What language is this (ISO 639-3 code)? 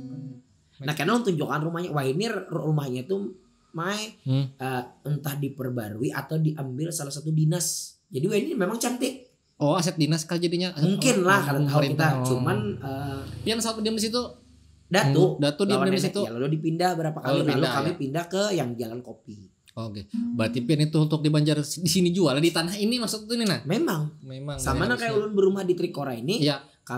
bjn